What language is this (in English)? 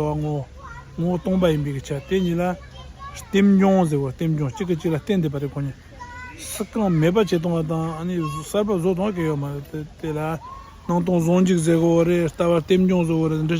Tibetan